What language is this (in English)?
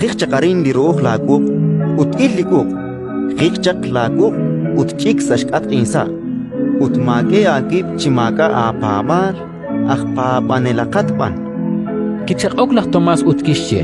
Kekchí